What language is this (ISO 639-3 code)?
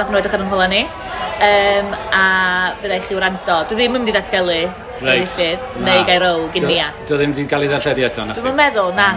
cym